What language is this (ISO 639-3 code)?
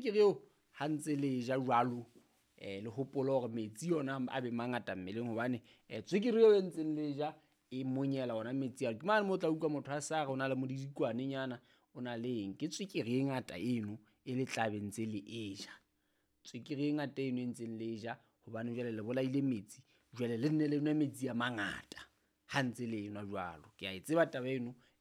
sot